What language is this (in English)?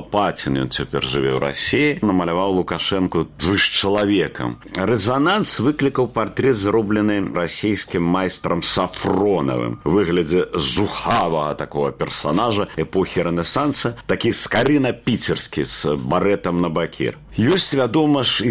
Belarusian